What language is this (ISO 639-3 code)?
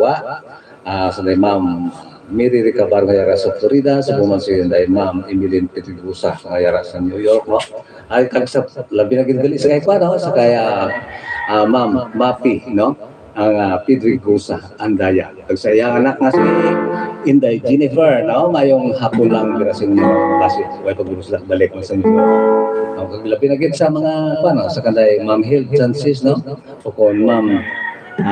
hil